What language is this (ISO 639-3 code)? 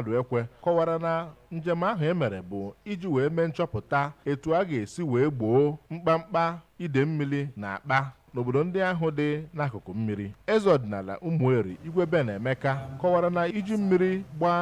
ibo